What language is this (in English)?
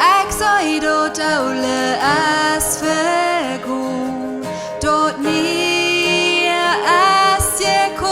Plautdietsch